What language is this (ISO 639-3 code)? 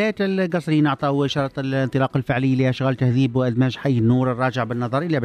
aeb